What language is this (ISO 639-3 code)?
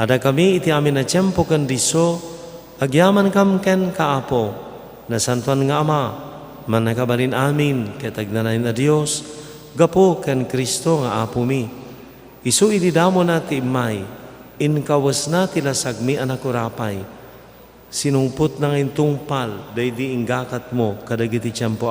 ilo